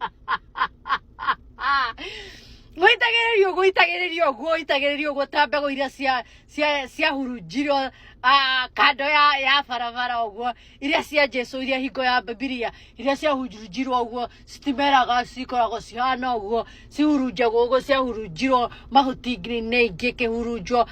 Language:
Kikuyu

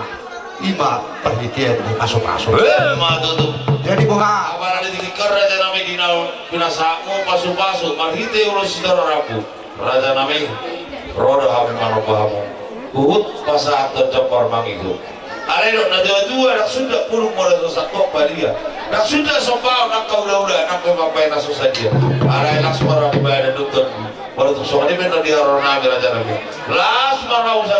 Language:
Batak Toba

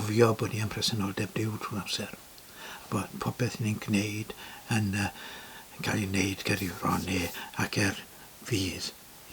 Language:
Welsh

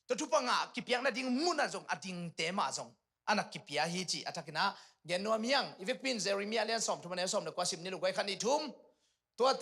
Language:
Tedim Chin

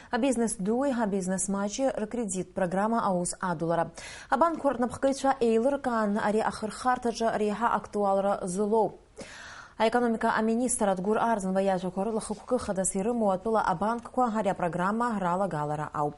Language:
Abkhazian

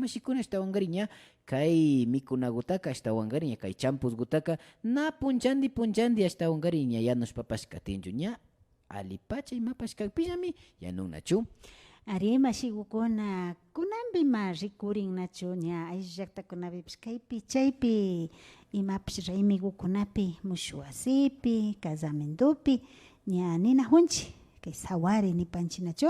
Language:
Imbabura Highland Quichua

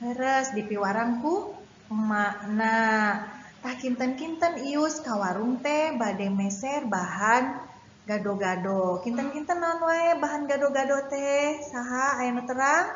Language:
Sundanese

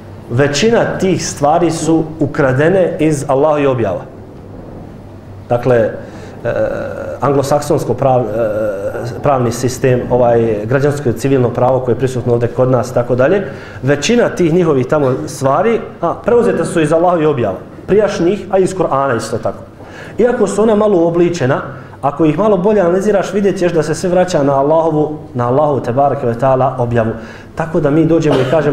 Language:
Bosnian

